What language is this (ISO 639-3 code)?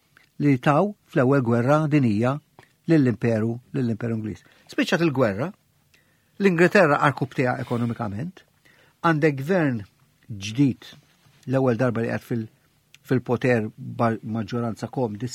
mlt